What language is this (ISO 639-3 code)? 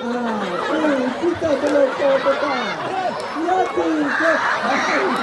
nri